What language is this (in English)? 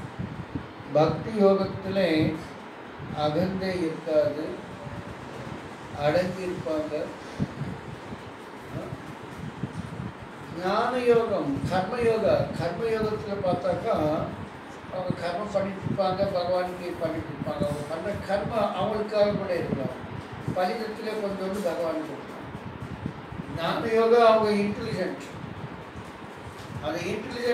Tamil